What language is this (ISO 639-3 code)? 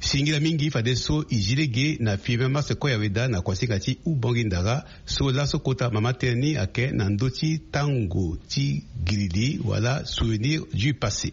sag